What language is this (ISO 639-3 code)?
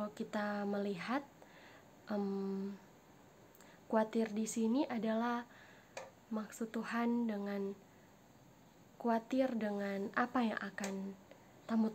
ind